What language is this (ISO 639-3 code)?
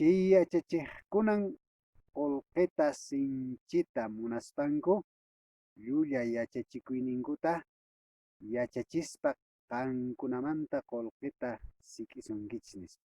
que